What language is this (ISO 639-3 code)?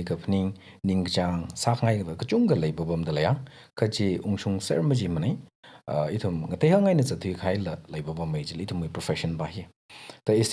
nmf